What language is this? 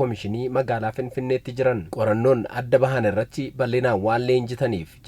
Oromo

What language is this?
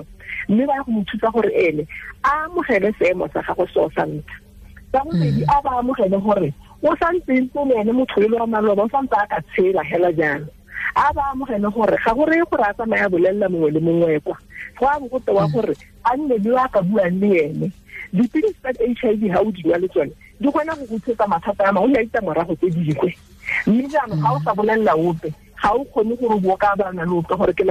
Tswana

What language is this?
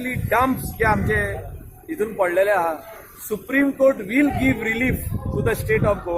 Konkani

